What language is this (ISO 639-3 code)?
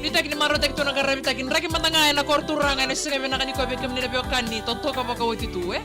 fij